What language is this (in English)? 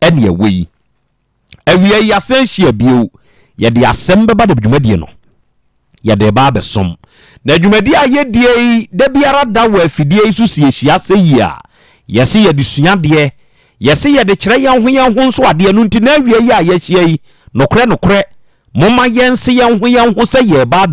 Akan